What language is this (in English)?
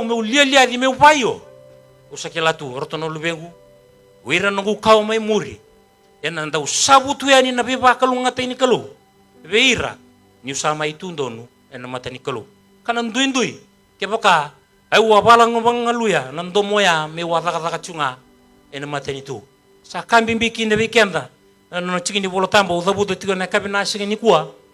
Fijian